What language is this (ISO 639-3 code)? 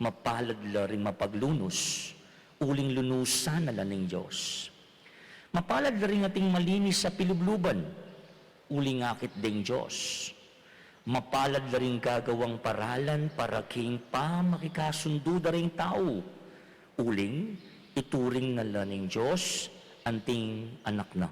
pam